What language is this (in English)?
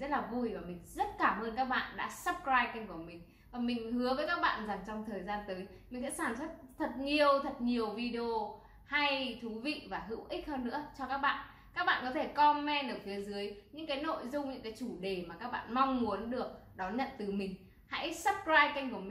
Vietnamese